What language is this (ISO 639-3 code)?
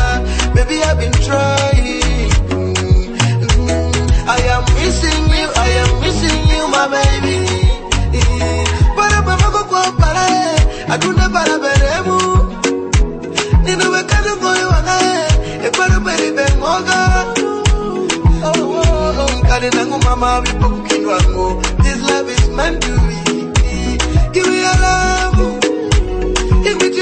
swa